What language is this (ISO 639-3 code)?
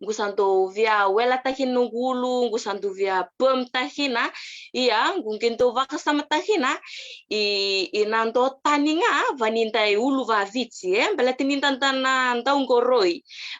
fij